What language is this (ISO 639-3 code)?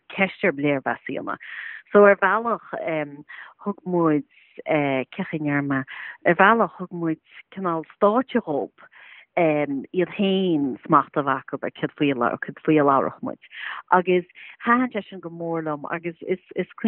gle